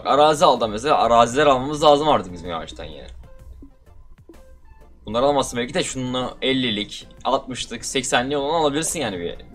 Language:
Turkish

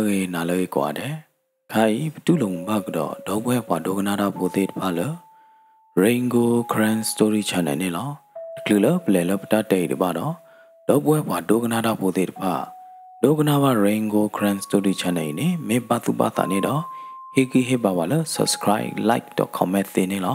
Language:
S'gaw Karen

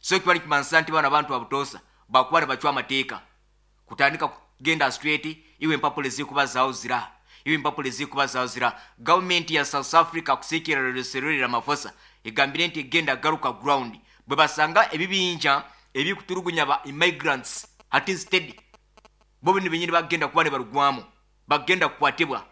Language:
Nyoro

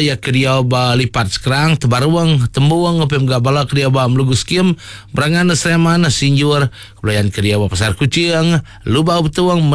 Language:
Iban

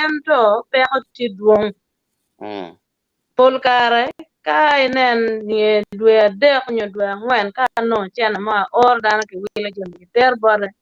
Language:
Acoli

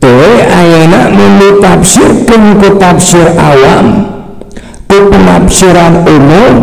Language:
Sundanese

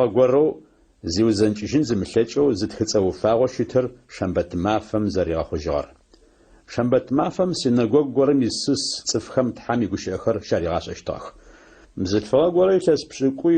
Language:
Adyghe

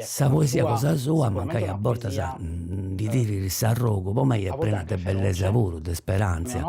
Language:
Sardinian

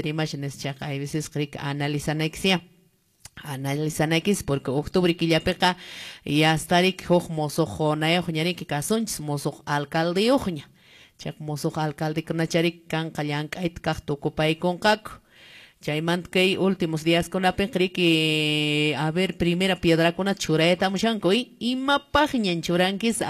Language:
Quechua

